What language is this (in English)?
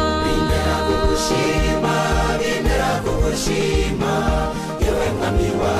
Swahili